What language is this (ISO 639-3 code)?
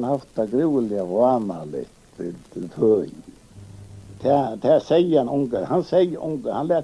fao